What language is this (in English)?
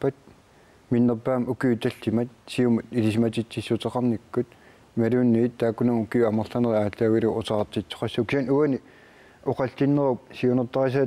Kalaallisut